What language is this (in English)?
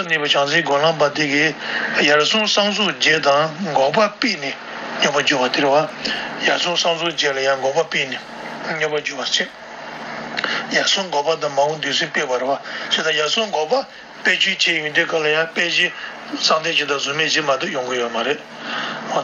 Tibetan